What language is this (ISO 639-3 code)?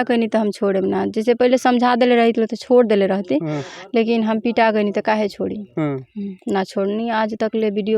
bho